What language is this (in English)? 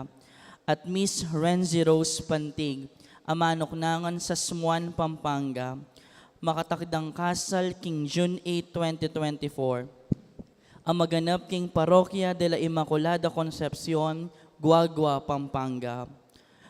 Pampanga